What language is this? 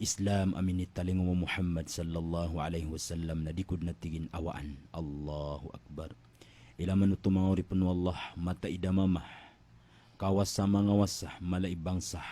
Maranao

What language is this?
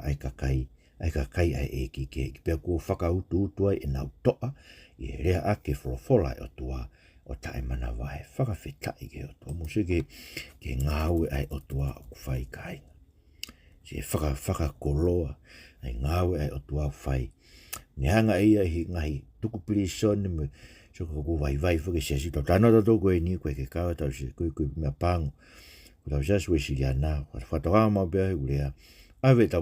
Tongan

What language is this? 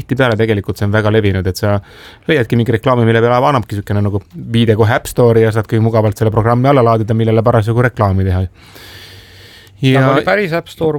Estonian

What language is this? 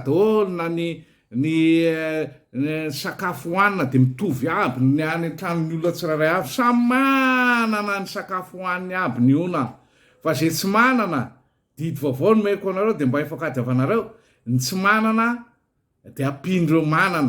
Malagasy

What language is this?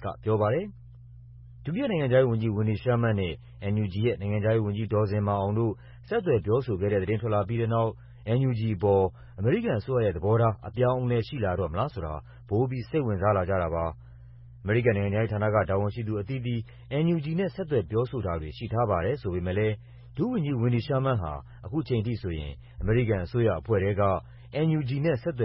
Burmese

